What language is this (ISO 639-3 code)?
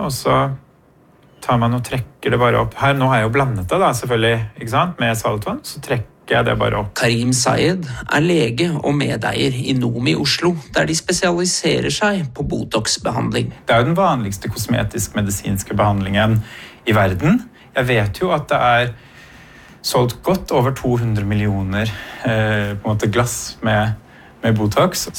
nor